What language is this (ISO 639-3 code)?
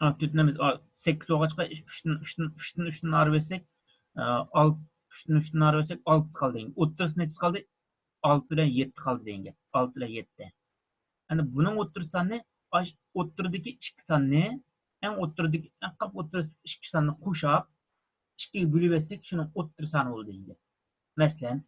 uig